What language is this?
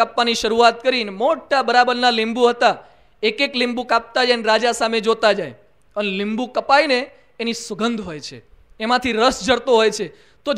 Gujarati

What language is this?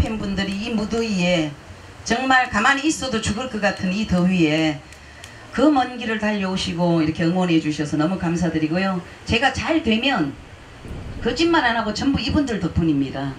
Korean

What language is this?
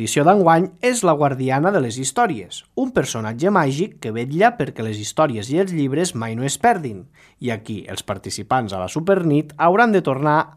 Catalan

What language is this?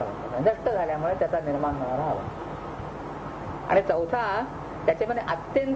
Marathi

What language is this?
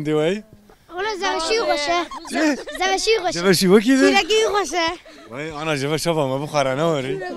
Kurdish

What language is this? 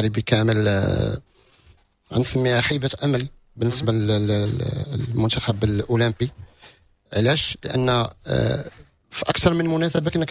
Moroccan Arabic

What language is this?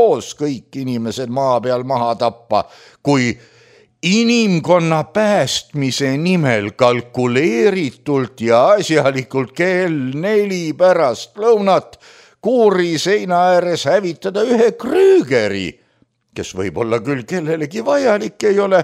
Estonian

